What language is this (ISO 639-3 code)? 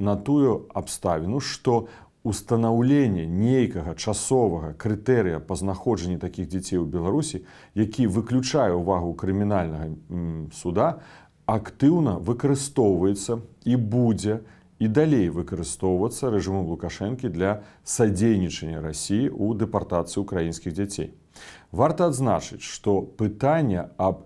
bel